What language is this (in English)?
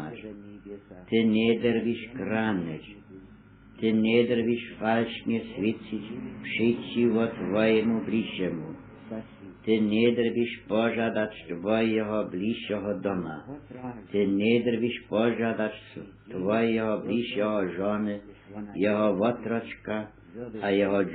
Upper Sorbian